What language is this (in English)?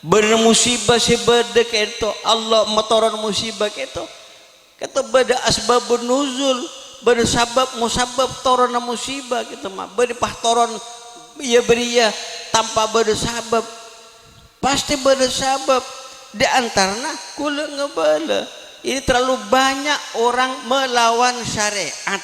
Madurese